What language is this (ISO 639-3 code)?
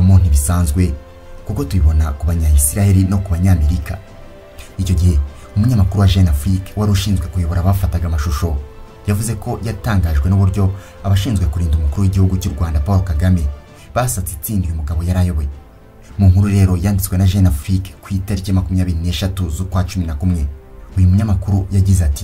kin